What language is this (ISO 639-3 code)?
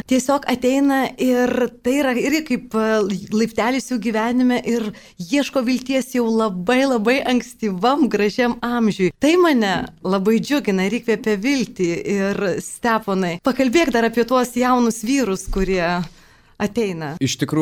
lit